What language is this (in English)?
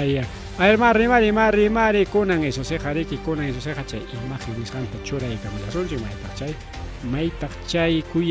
Ayacucho Quechua